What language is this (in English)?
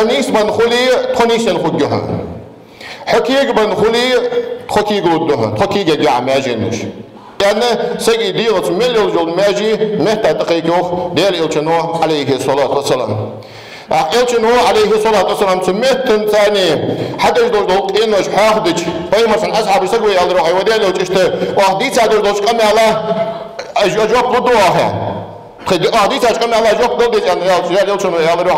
Ingush